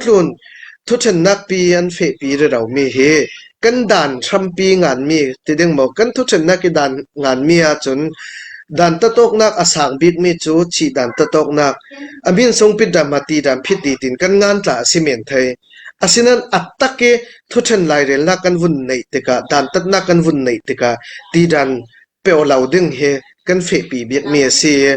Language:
Hakha Chin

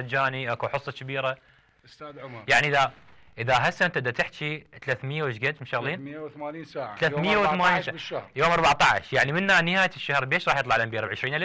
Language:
Mesopotamian Arabic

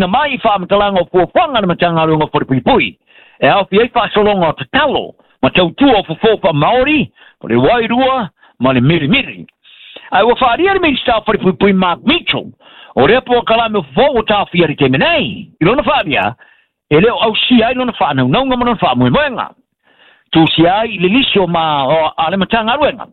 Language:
Samoan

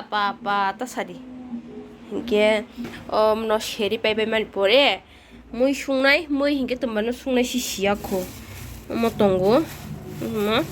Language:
Kok Borok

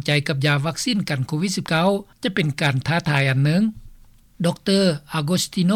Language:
Lao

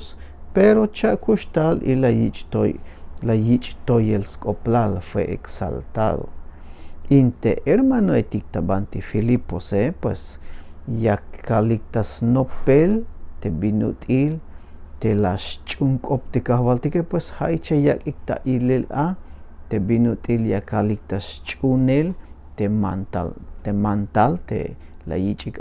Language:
Tzeltal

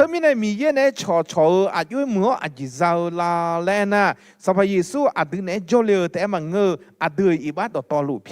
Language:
Akha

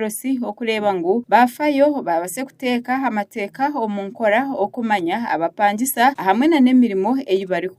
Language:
Nyankole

